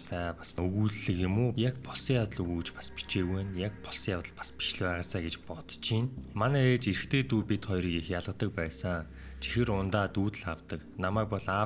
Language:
Mongolian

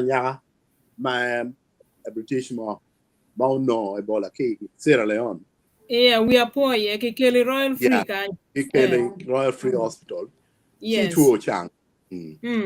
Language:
Acoli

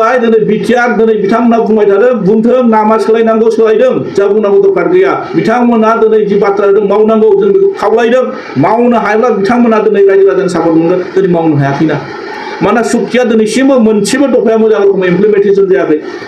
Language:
Bodo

